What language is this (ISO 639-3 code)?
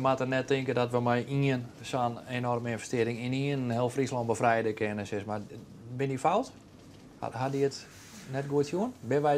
fry